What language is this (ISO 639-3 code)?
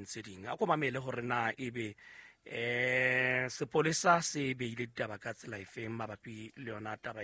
sot